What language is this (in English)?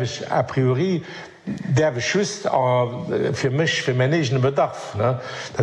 Luxembourgish